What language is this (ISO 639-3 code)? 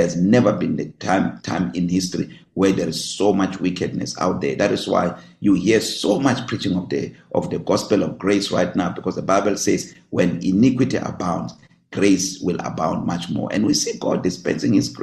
eng